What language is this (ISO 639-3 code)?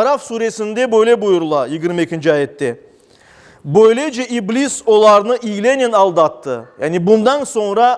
crh